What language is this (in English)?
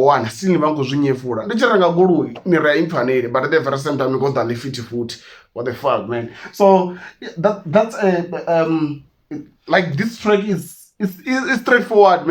Venda